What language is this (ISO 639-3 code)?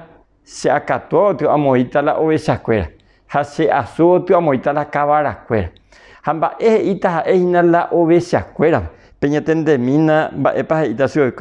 grn